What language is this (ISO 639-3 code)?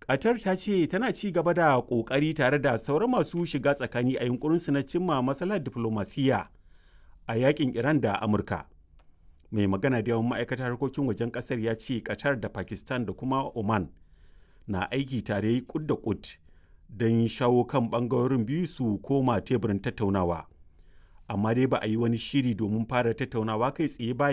hau